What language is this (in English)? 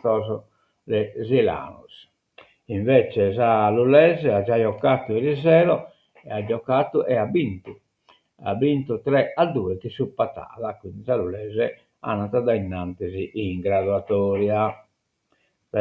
Sardinian